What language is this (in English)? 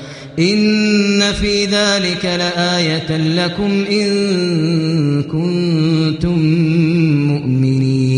Kashmiri